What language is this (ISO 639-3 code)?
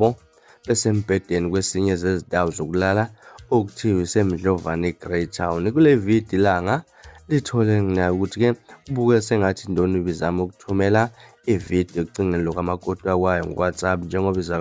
zul